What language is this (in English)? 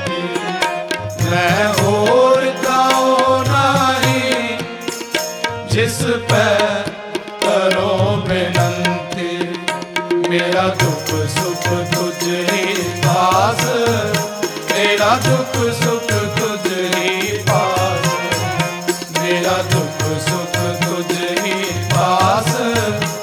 Punjabi